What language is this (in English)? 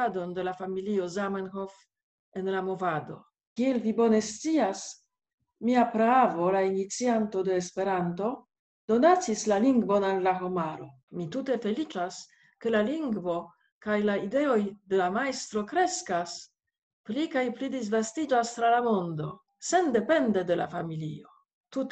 Esperanto